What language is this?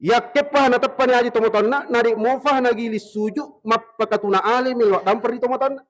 Buginese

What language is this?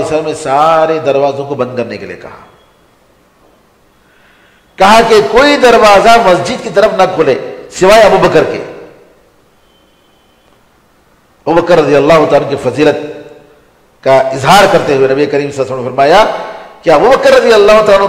Urdu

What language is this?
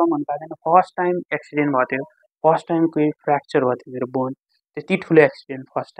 Nepali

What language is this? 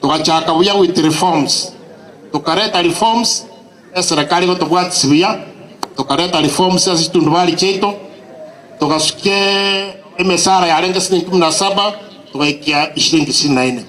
Gusii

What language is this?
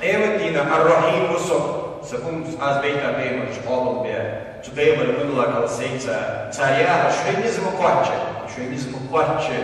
Ingush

